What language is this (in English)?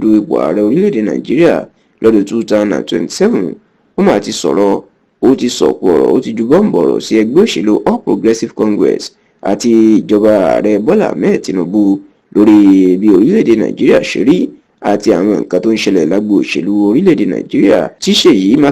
Yoruba